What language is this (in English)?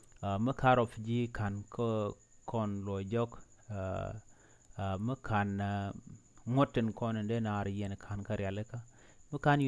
Nuer